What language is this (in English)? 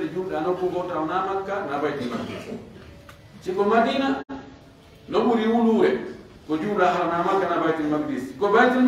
Pular